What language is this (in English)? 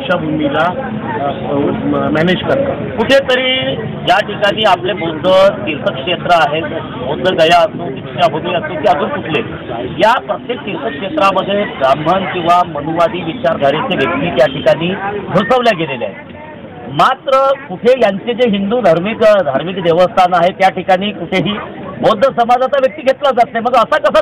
Marathi